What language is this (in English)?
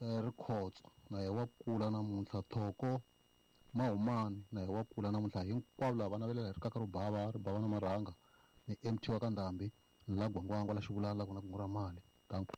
Tsonga